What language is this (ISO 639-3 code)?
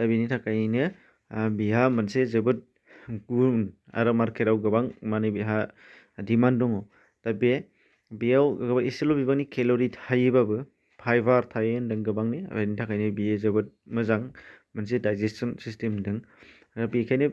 brx